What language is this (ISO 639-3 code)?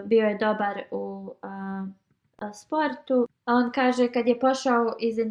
bos